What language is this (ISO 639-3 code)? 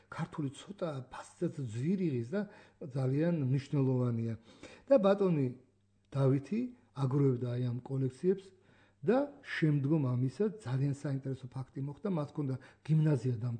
kat